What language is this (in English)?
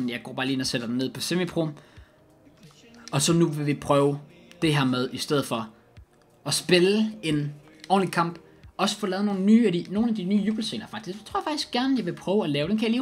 Danish